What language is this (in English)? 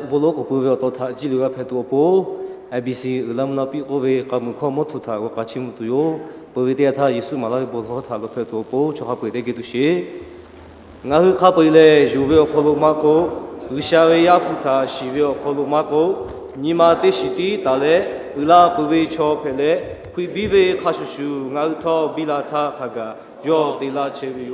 Lahu